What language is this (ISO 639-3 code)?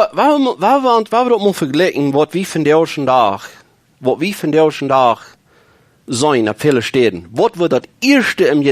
pdt